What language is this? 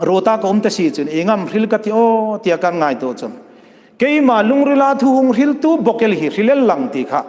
Hmar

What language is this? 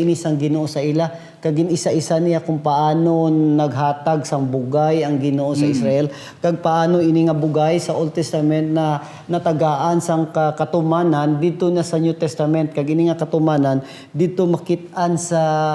Hiligaynon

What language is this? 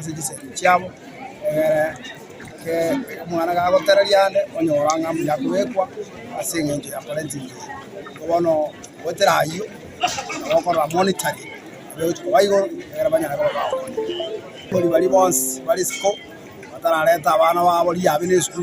Gusii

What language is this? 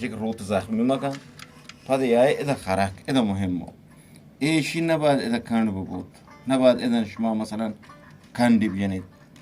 Eastern Balochi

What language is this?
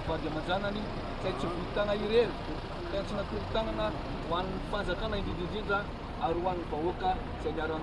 Malagasy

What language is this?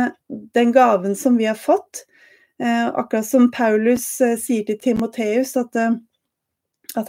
Norwegian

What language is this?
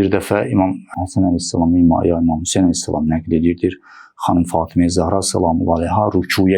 Azerbaijani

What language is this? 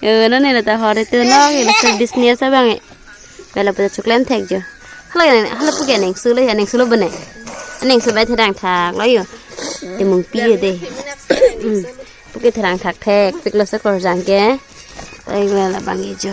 Karbi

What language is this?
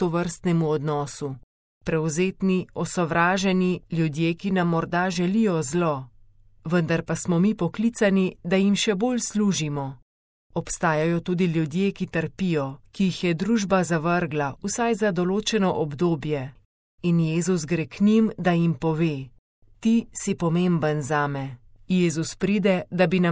Slovenian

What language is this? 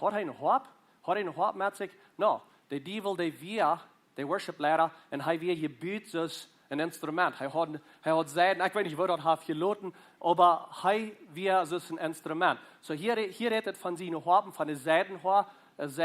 Plautdietsch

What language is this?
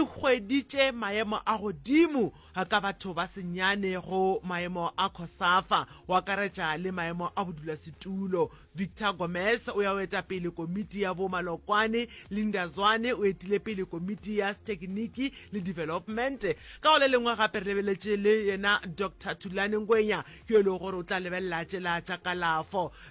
Northern Sotho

